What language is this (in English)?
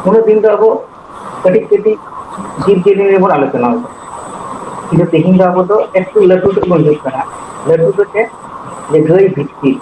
Santali